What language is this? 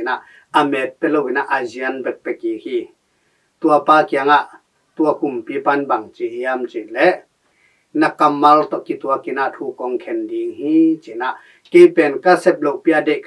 Tedim Chin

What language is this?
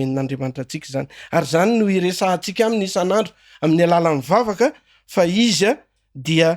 Malagasy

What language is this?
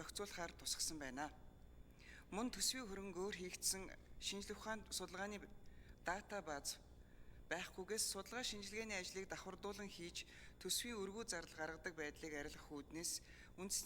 Mongolian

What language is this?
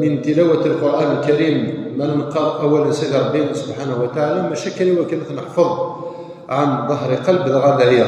Kabyle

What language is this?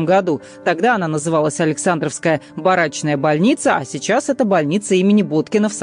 Russian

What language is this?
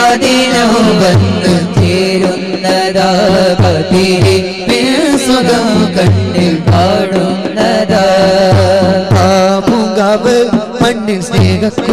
Malayalam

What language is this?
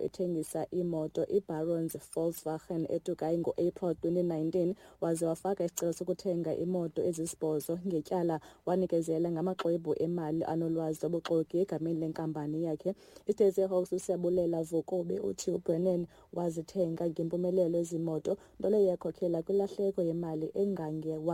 Xhosa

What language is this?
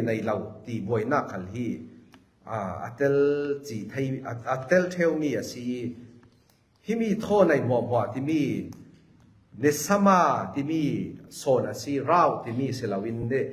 Falam Chin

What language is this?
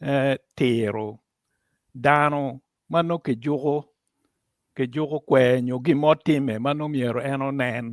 Acoli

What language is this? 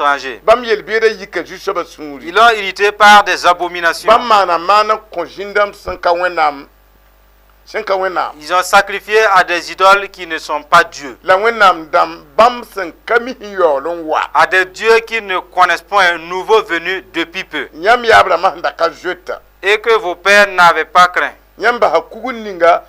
Mossi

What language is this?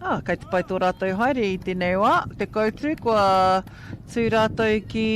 Māori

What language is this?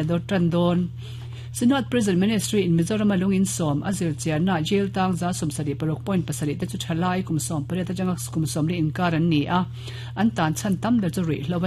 Mizo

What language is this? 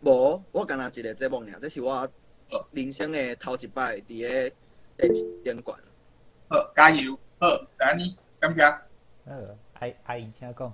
Min Nan Chinese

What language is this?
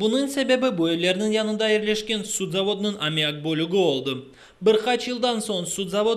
Crimean Tatar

